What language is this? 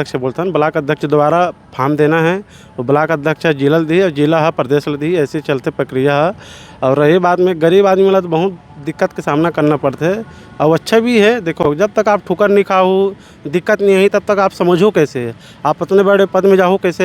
Chhattisgarhi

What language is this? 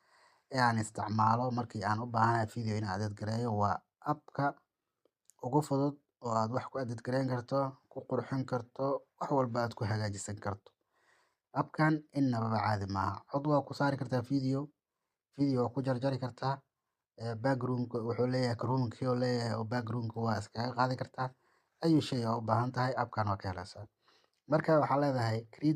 Somali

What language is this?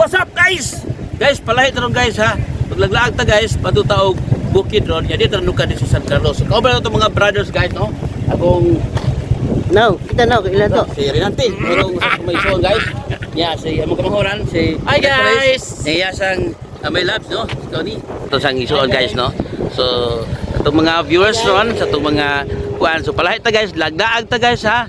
Cebuano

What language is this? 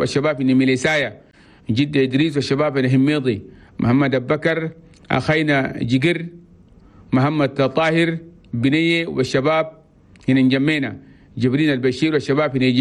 Chadian Arabic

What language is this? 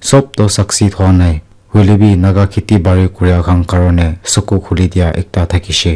Naga Pidgin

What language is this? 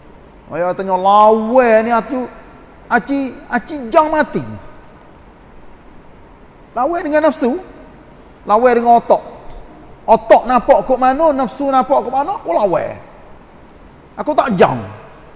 Malay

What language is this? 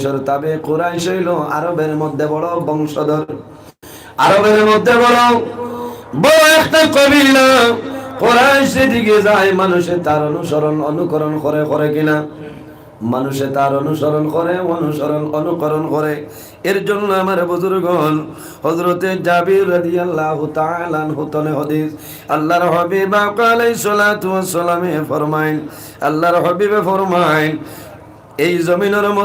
Sylheti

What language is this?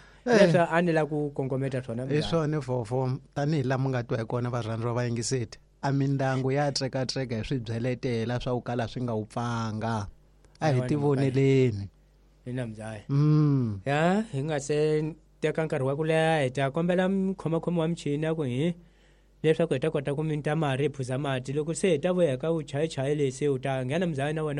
Tsonga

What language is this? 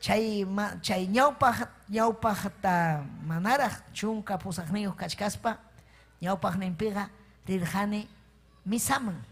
Ayacucho Quechua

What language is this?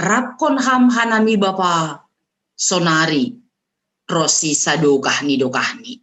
Batak Simalungun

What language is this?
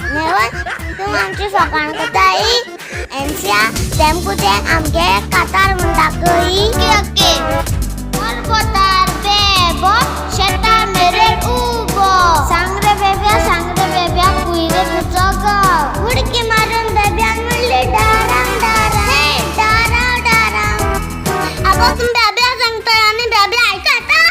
Konkani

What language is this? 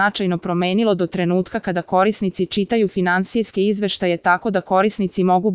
Serbian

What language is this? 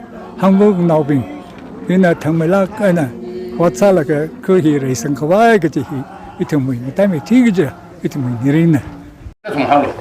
Tangkhul Naga (India)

